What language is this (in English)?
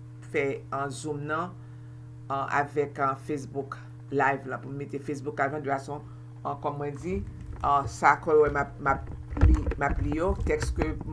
Haitian Creole